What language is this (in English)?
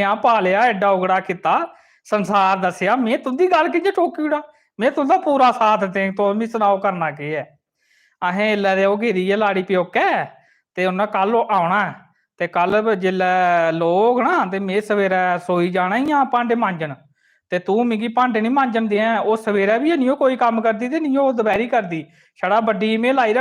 Dogri